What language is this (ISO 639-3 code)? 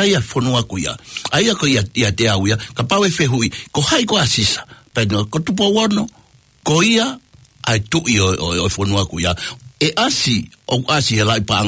ton